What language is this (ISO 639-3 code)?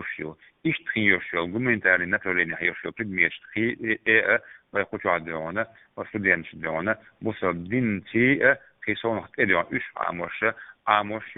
che